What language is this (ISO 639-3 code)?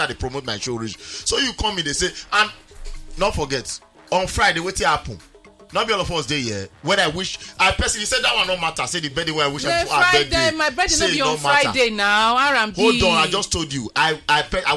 pcm